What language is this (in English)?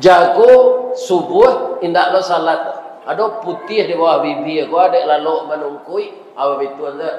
Minangkabau